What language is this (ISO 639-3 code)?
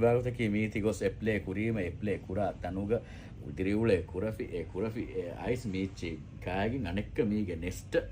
sin